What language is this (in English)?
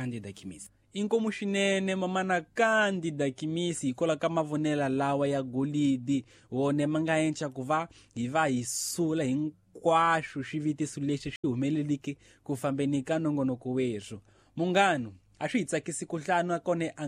Tsonga